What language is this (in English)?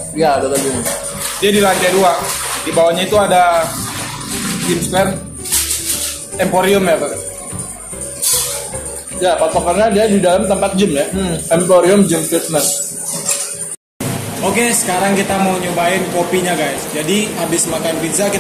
Indonesian